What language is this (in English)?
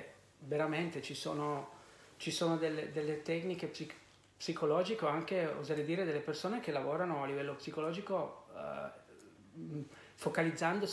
Italian